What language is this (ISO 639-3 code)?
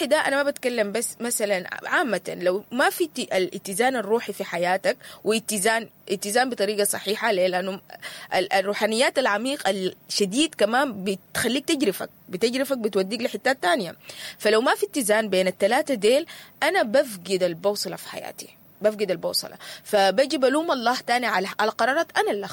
apd